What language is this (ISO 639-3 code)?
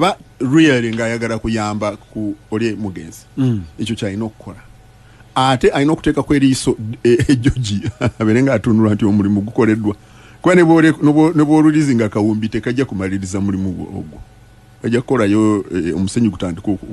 lug